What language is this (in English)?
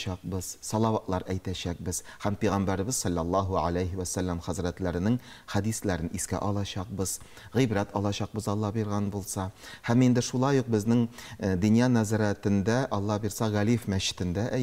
Tatar